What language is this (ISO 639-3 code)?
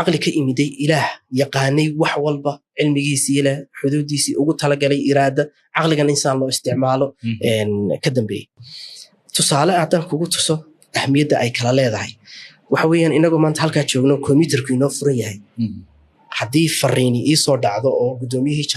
som